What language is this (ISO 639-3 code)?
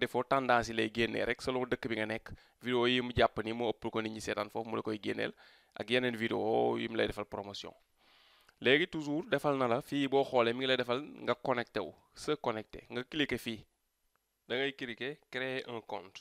wol